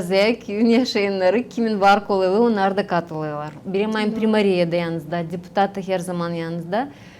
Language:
Gagauz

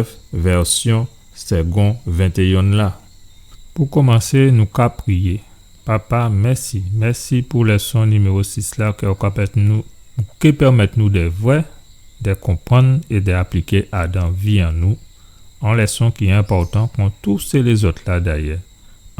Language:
Guadeloupean Creole French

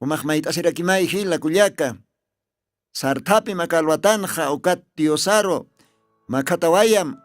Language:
Aymara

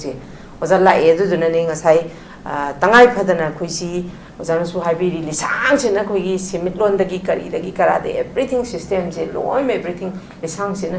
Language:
Manipuri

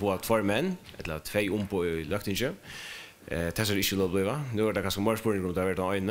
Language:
Faroese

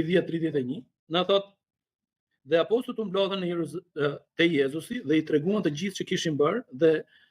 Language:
Albanian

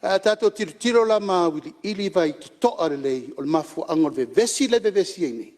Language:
Samoan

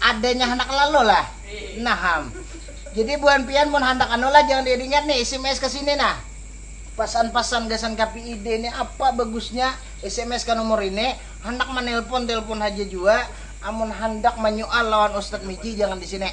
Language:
Banjar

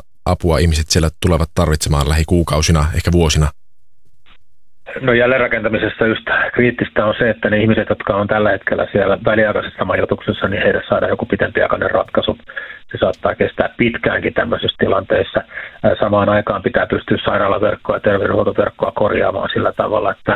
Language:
Finnish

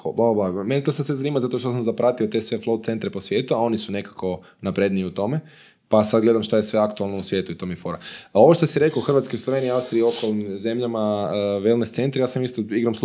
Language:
Croatian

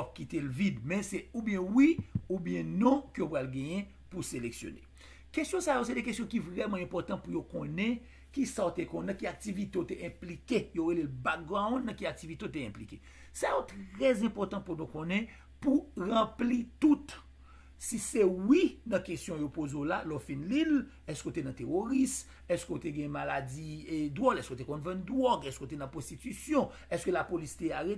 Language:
Haitian Creole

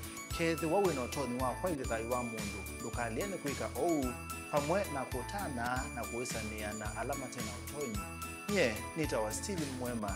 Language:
Kamba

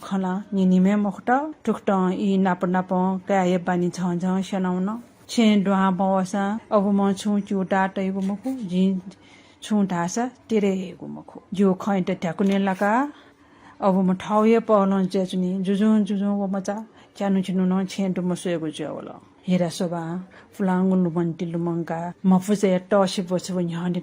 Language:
Newari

